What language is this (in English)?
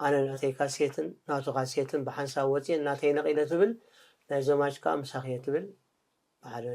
Tigrinya